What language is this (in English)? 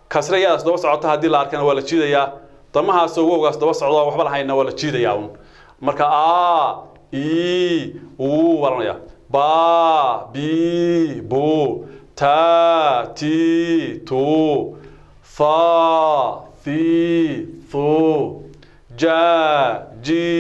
Somali